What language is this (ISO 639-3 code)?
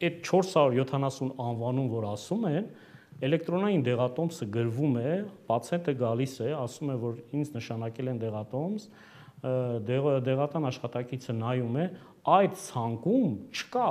hye